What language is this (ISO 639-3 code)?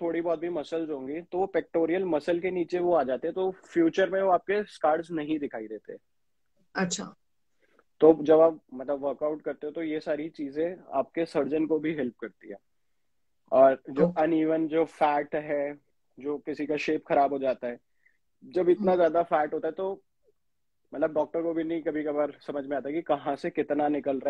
hin